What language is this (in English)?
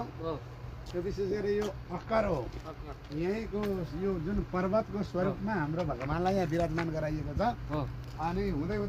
Nepali